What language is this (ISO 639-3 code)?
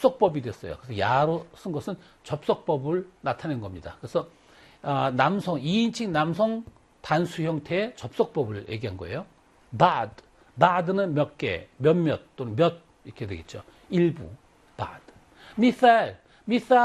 kor